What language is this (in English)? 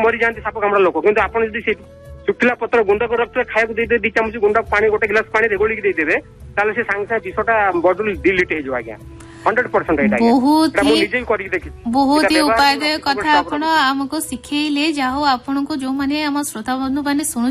Odia